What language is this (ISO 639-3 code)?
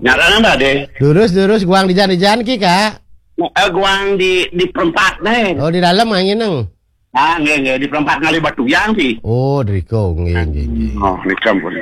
ban